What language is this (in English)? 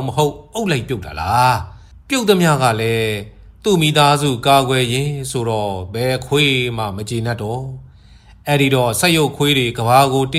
Burmese